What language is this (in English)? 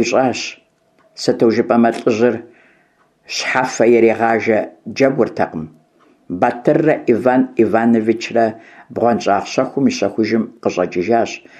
Kabardian